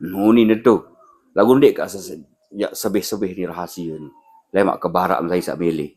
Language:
Sasak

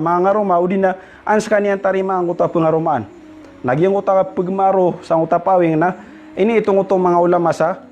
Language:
Maranao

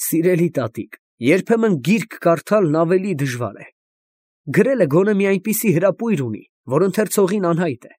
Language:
Armenian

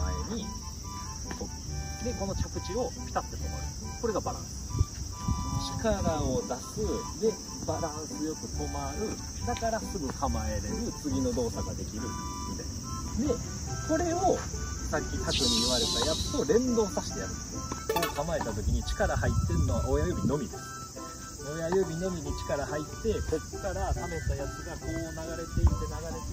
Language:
Japanese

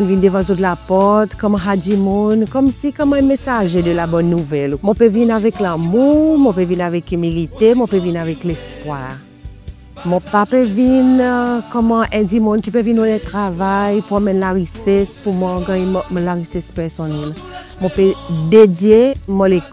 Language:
Seselwa Creole French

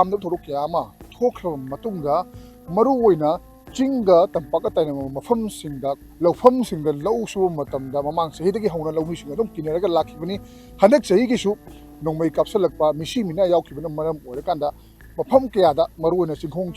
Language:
Manipuri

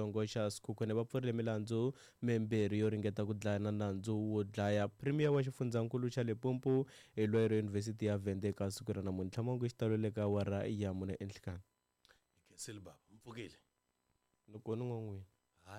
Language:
Tsonga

